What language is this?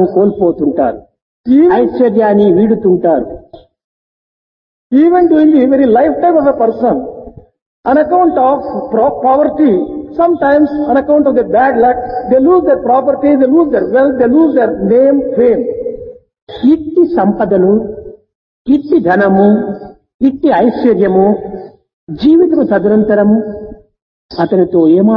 Telugu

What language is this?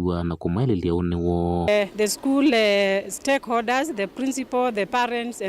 Kamba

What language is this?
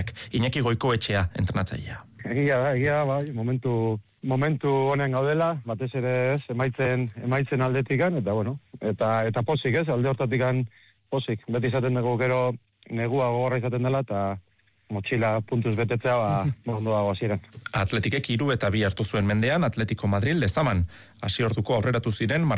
Basque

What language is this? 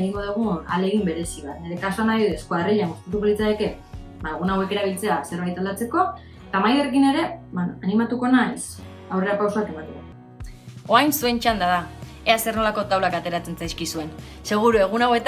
Basque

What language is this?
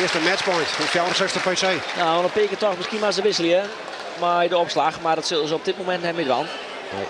Western Frisian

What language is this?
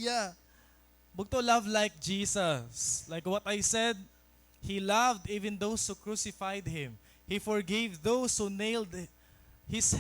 Waray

